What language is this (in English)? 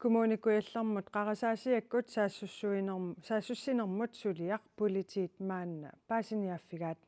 Kalaallisut